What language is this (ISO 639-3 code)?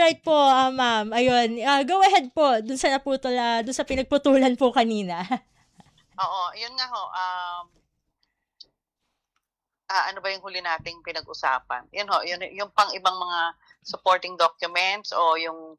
fil